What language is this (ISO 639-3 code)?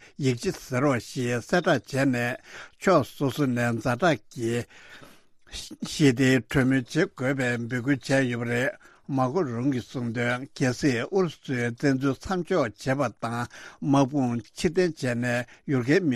bod